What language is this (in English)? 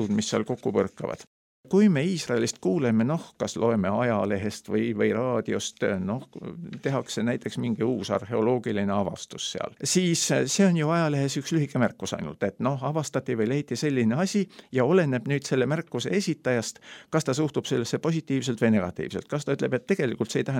Estonian